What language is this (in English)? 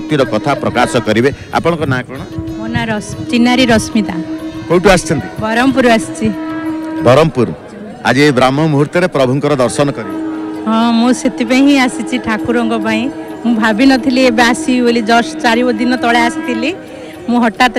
Odia